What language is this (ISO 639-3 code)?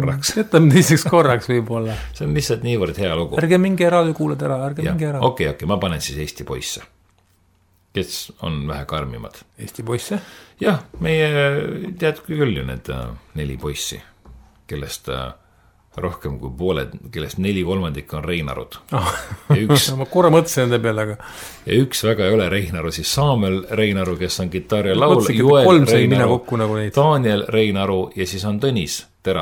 est